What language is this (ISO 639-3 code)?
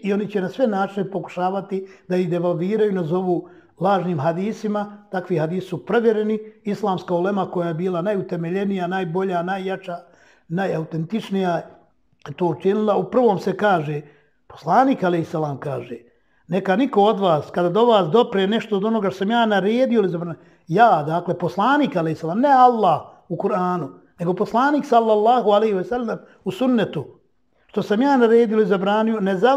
bos